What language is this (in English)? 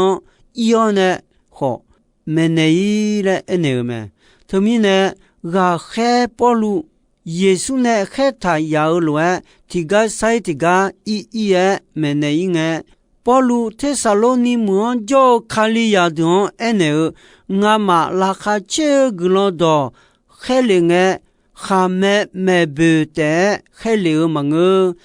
Akha